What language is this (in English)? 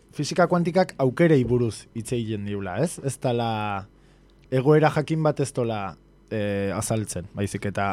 Basque